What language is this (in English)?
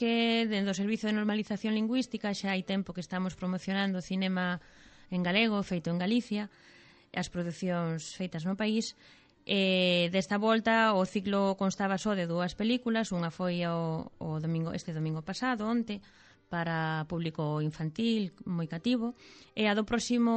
Galician